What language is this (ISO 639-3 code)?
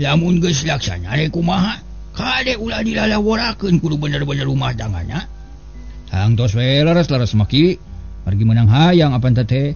sun